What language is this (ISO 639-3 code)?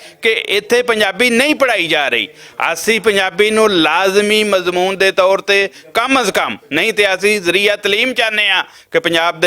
lah